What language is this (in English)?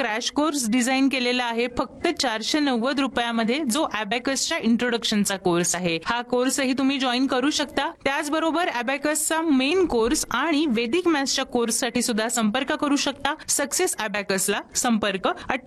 Marathi